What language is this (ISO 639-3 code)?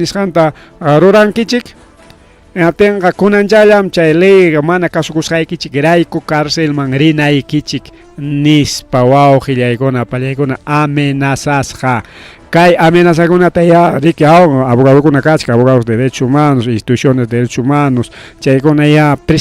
quy